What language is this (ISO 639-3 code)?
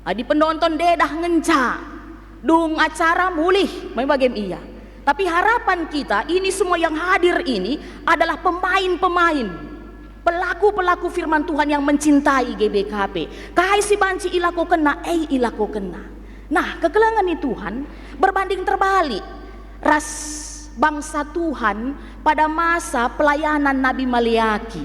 btx